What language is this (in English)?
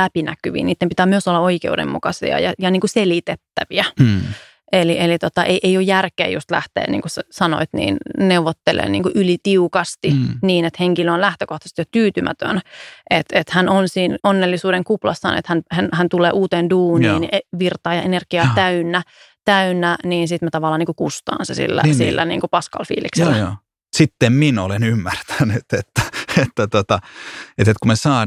Finnish